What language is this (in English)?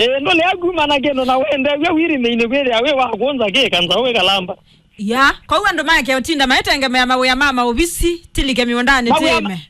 Kamba